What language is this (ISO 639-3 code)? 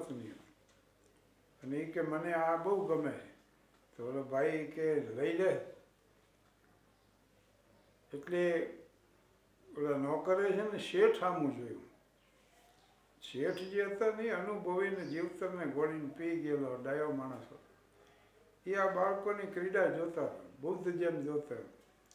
guj